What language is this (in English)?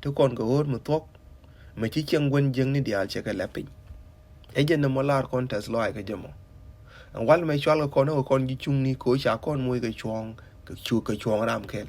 Nuer